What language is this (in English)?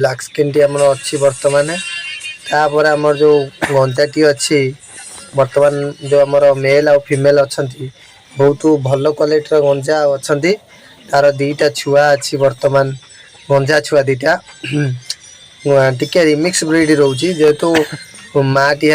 Odia